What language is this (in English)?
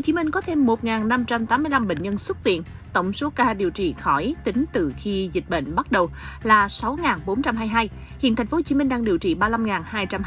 Vietnamese